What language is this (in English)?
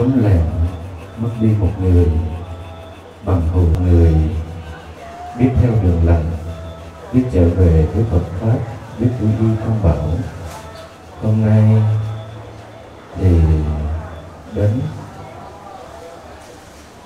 Vietnamese